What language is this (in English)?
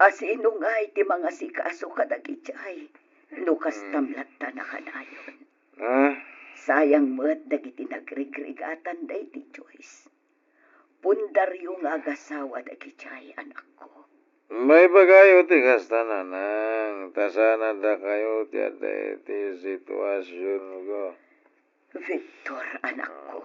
Iloko